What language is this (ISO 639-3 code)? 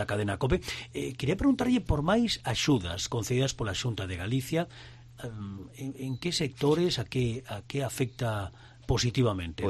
glg